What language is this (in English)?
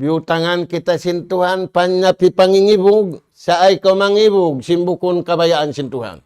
Tausug